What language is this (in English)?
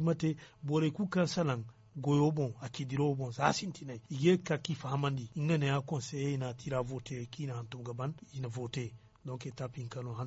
Zarma